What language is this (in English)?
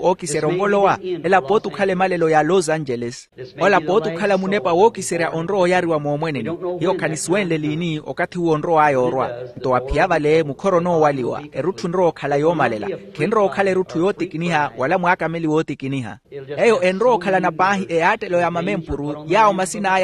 Makhuwa